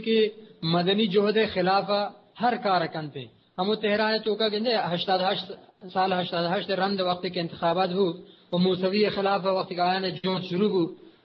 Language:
Eastern Balochi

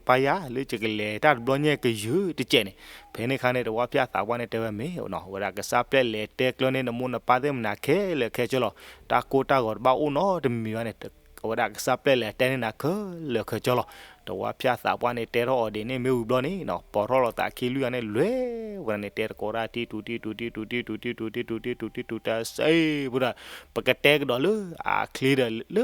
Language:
S'gaw Karen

